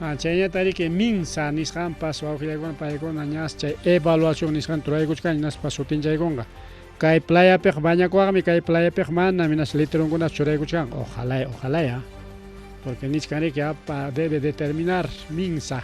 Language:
Ayacucho Quechua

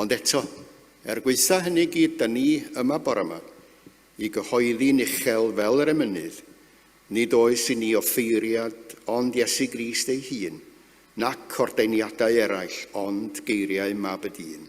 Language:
Welsh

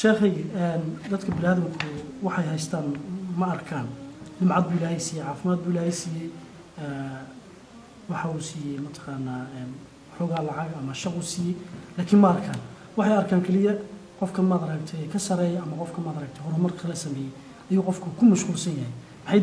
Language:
Somali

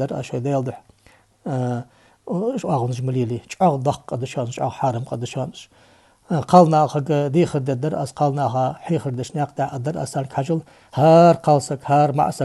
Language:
Ingush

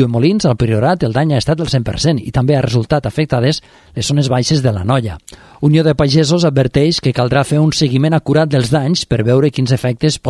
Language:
Catalan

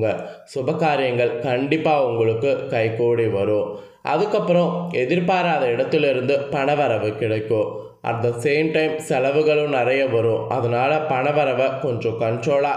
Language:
Tamil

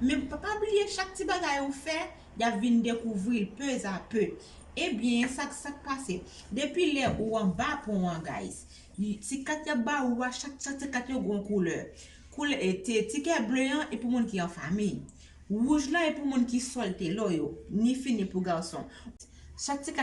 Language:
Haitian Creole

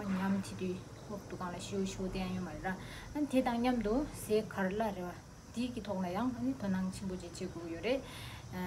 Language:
Tibetan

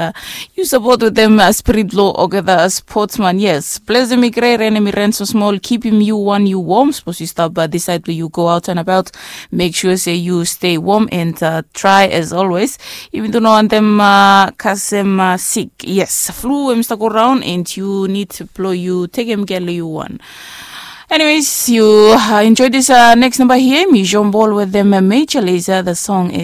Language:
Bislama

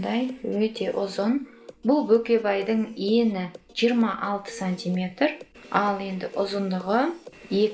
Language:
Kazakh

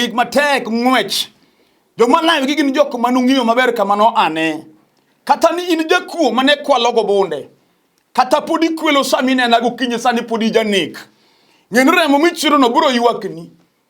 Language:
Luo (Kenya and Tanzania)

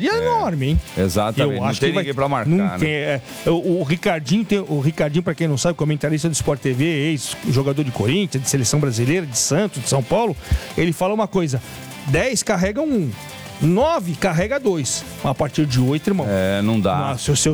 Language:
Portuguese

